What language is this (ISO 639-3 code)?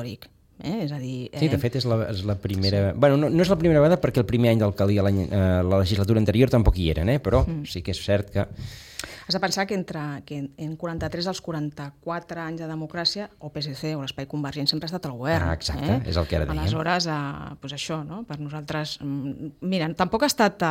cat